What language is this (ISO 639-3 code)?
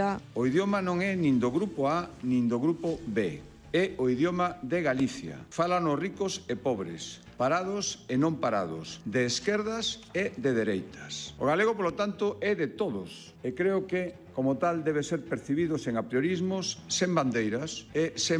glg